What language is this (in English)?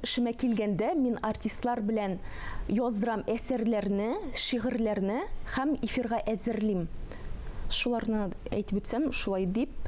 Tatar